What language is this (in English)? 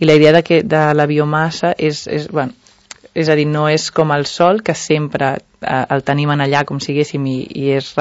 Catalan